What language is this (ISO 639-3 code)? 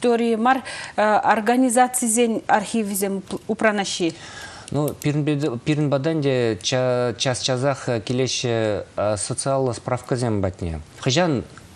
chv